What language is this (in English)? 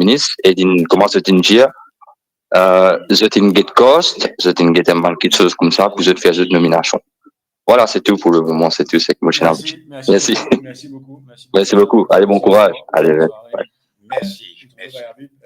Morisyen